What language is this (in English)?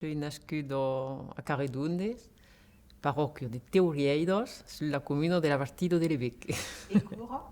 Occitan